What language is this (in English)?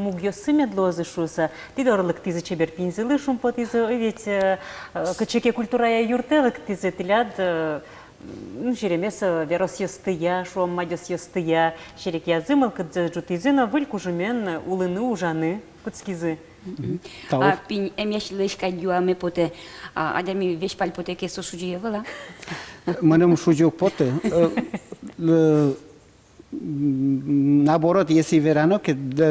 Udmurt